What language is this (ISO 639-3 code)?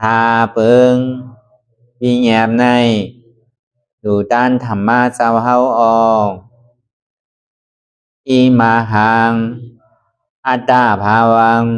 shn